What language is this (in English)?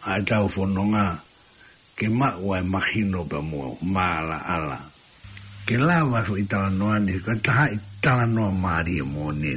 Tongan